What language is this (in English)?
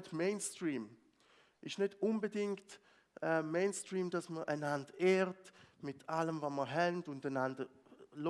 Swiss German